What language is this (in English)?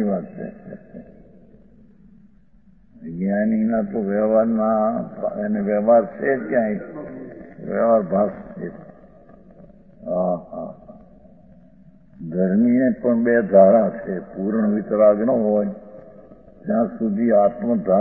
Gujarati